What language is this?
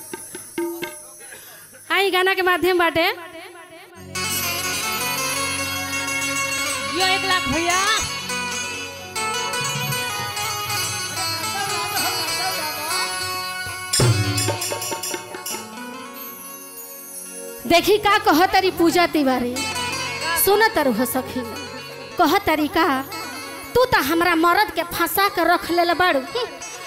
Bhojpuri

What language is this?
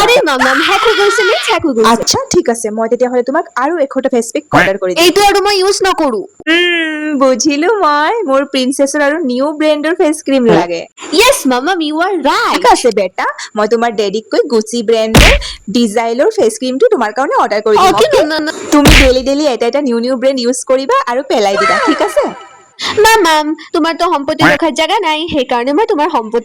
Assamese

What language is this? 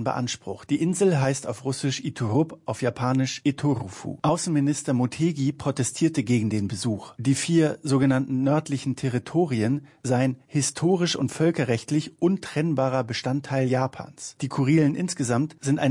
German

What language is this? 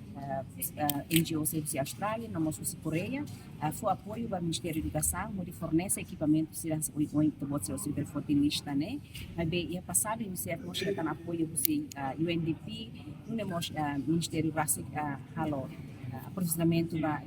Tetum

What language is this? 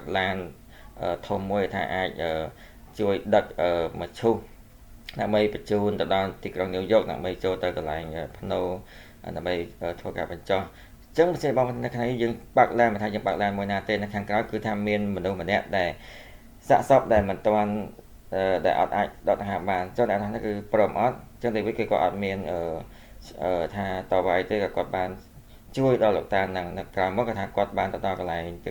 Khmer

